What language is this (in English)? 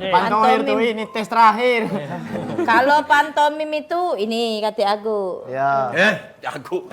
Musi